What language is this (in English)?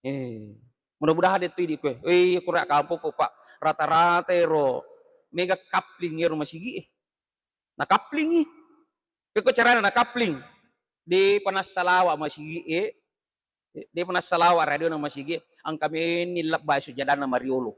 Buginese